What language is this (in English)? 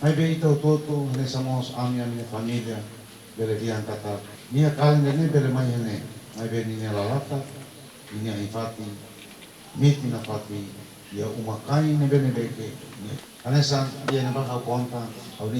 Tetum